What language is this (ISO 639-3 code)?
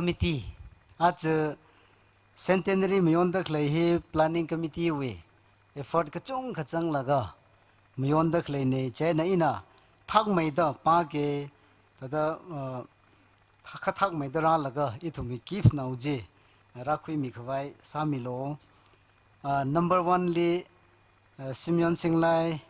nmf